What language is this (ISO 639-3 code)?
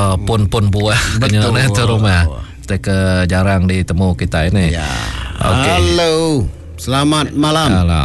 iba